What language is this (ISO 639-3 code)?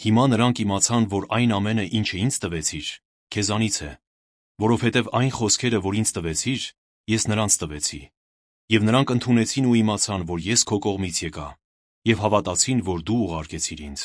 hye